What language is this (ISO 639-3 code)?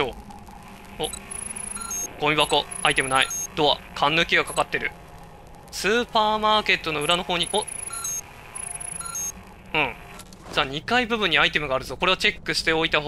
jpn